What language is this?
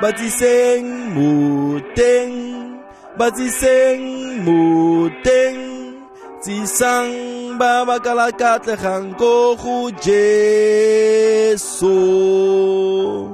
Tswana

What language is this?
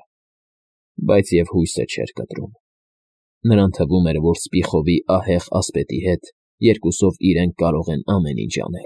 Armenian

